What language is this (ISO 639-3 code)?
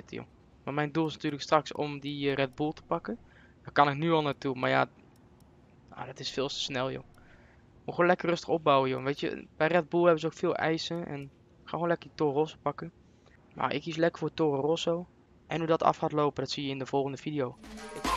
nld